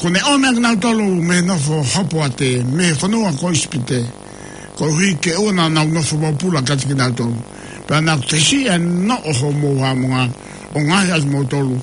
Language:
Tongan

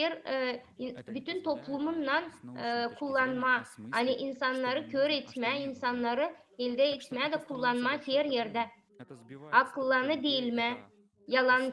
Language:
Gagauz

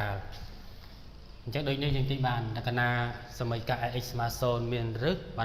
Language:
Khmer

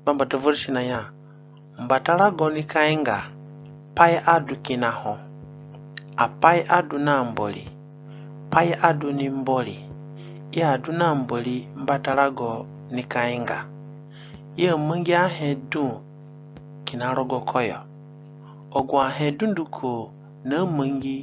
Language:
Zande (individual language)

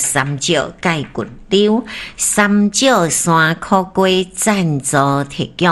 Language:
Min Nan Chinese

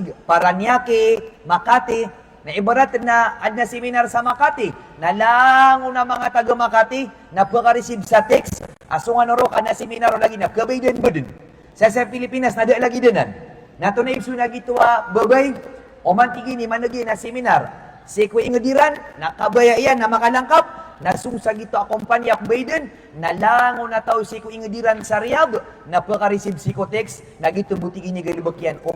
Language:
Maranao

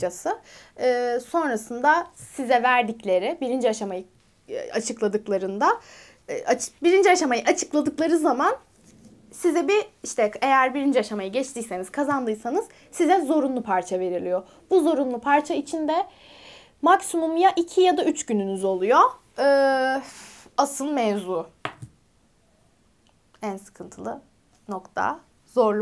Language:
Turkish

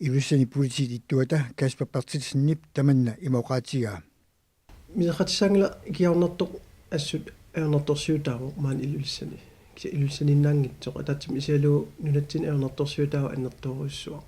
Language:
Kalaallisut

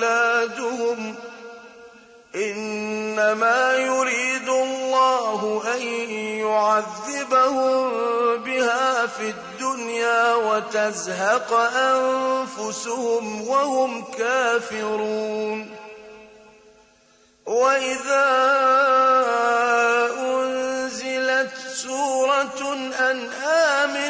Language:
Arabic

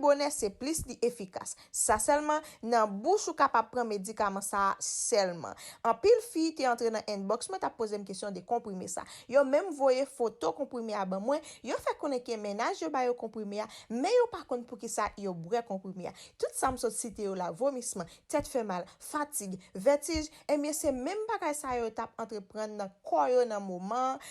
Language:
Haitian Creole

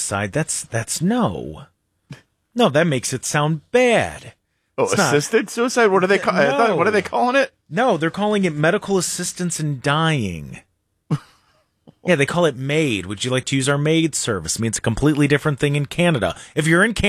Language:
English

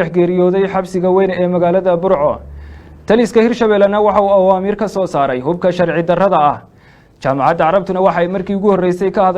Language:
Somali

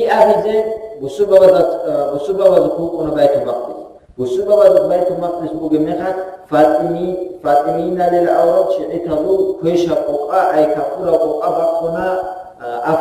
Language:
Avaric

